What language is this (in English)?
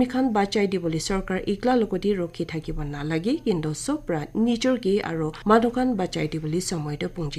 Naga Pidgin